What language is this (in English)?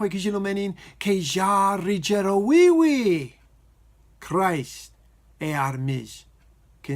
Marshallese